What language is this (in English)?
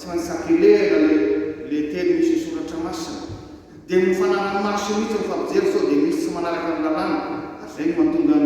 Malagasy